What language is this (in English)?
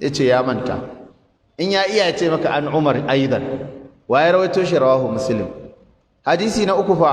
Hausa